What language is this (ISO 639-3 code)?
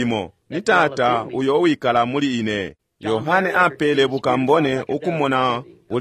bem